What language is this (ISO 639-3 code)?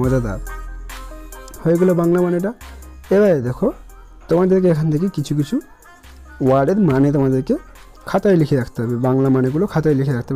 ben